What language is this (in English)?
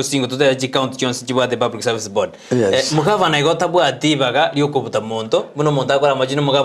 Gusii